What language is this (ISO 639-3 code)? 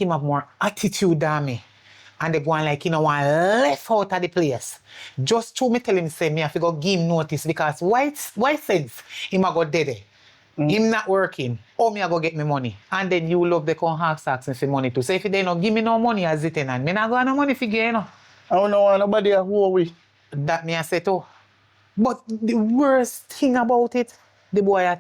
jam